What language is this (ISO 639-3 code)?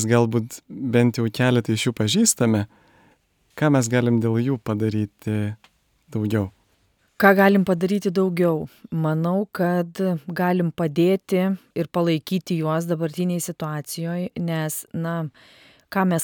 lit